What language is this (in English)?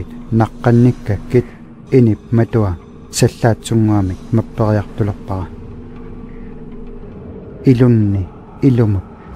Kalaallisut